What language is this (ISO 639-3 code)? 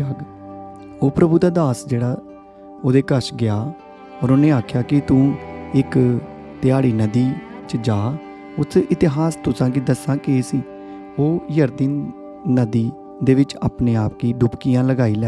doi